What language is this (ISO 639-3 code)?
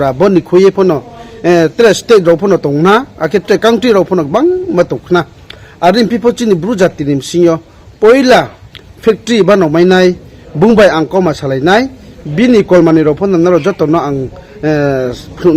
ria